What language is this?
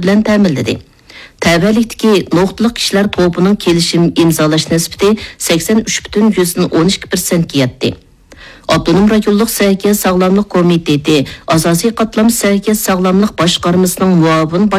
Uyghur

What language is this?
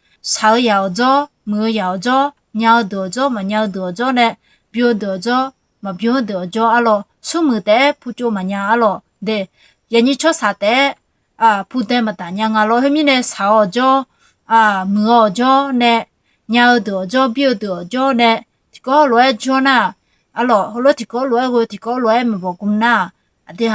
Akha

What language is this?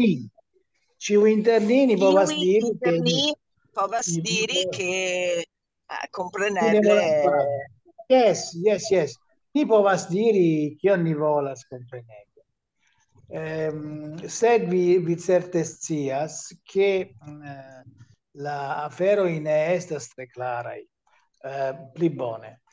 Esperanto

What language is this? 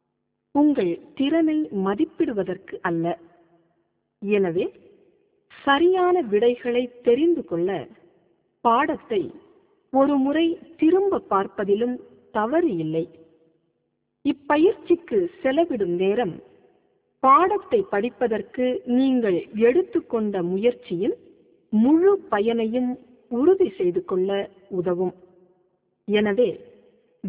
Tamil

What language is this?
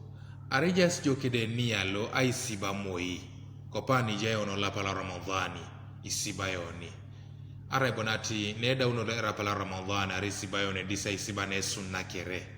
Teso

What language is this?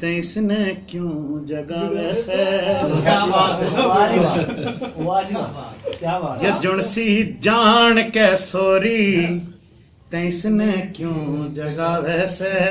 Haryanvi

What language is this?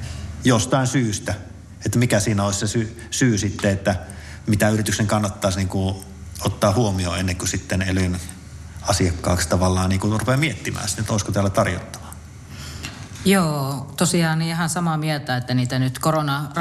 Finnish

